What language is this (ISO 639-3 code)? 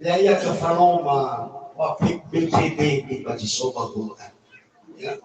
nia